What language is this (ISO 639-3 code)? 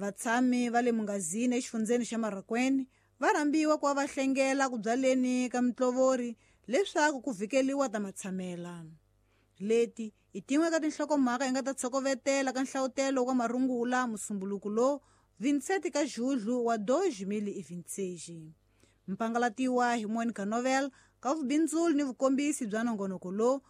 tso